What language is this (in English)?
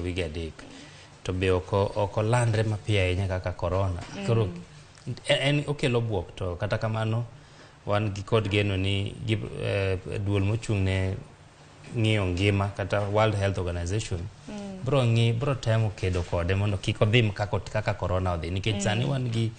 Luo (Kenya and Tanzania)